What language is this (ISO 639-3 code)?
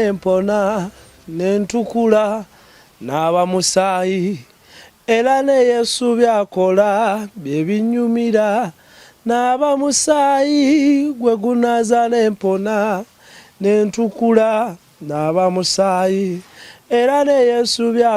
lug